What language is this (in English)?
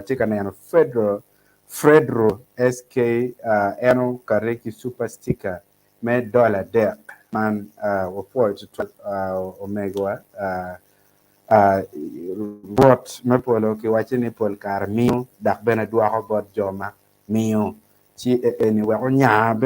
Acoli